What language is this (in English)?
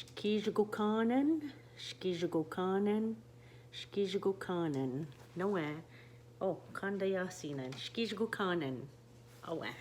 Ojibwa